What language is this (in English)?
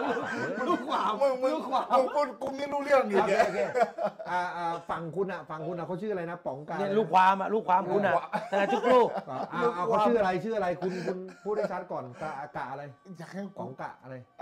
Thai